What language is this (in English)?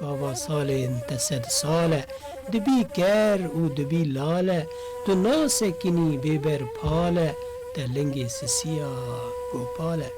Kurdish